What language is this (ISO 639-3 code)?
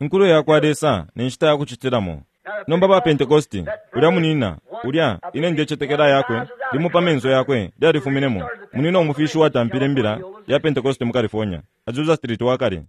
bem